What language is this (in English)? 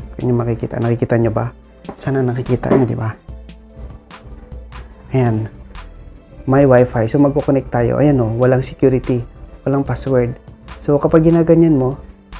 Filipino